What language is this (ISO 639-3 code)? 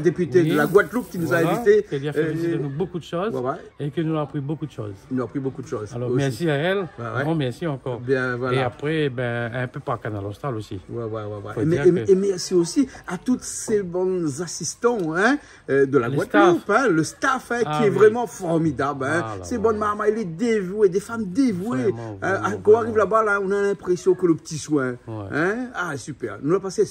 rcf